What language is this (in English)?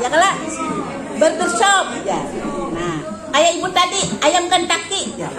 Banjar